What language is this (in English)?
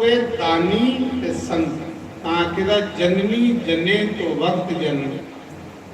Dogri